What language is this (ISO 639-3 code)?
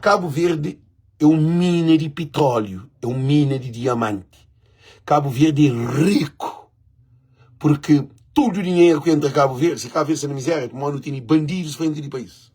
kea